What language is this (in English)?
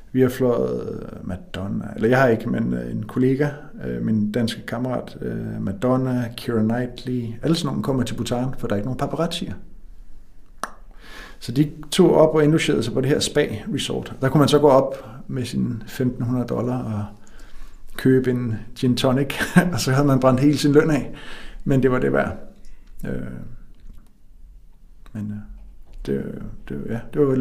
Danish